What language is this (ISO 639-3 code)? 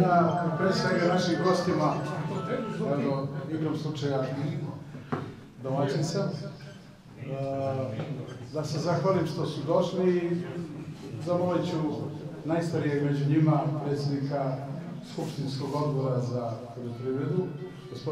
srp